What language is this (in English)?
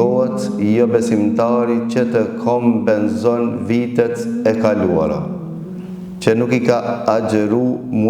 Albanian